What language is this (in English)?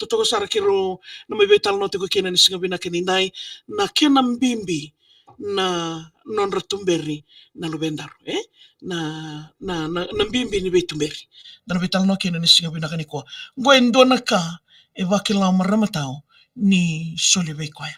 Fijian